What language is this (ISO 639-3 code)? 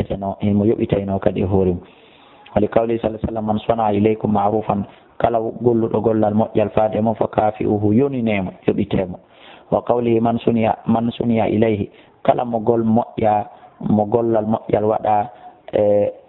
ful